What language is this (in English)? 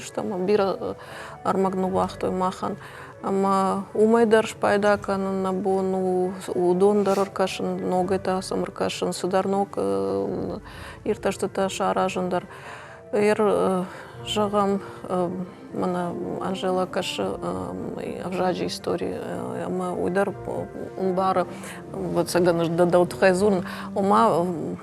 Ossetic